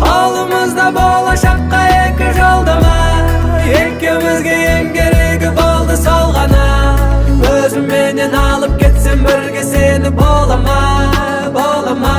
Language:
Kara-Kalpak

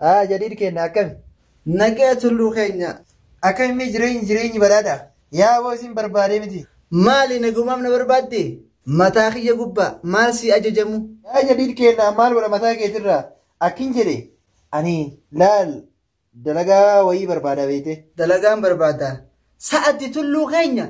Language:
Oromo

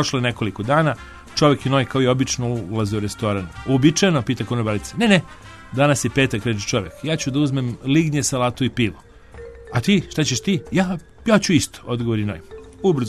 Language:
Serbian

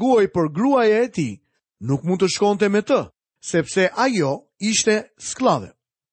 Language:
Albanian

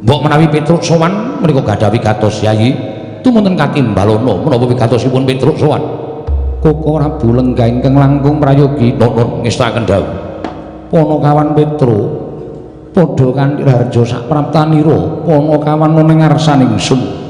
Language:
Javanese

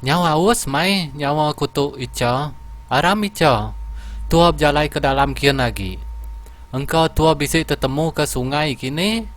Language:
Iban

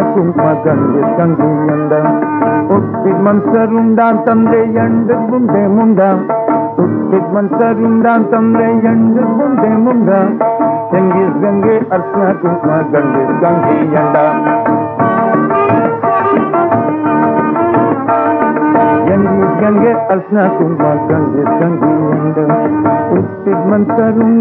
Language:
Kannada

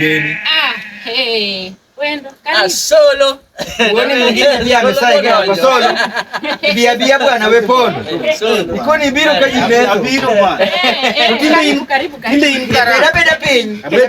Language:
Luo (Kenya and Tanzania)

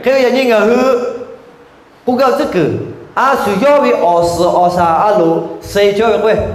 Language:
Lahu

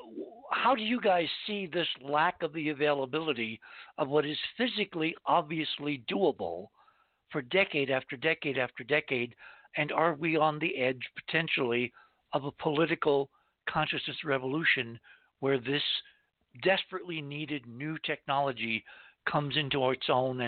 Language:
English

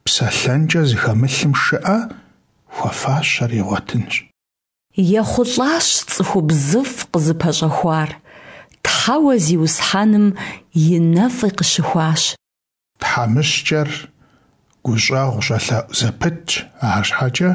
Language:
Kabardian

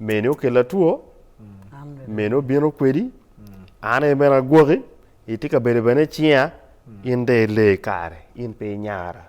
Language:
Acoli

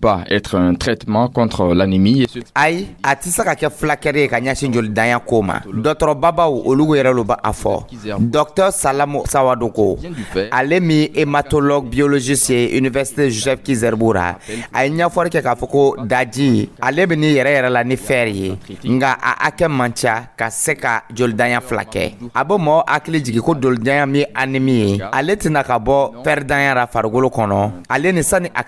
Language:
Dyula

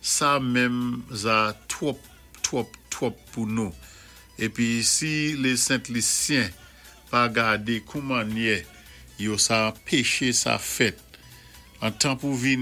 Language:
Saint Lucian Creole French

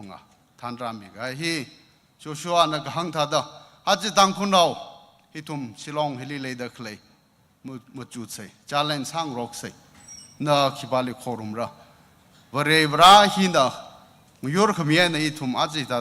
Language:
Tangkhul Naga (India)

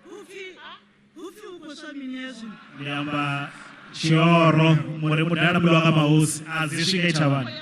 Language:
Venda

